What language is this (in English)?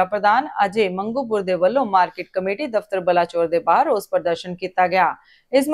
Punjabi